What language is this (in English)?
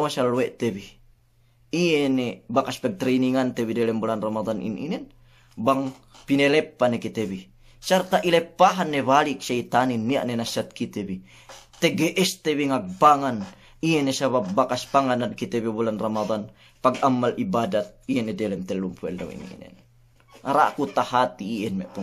Yakan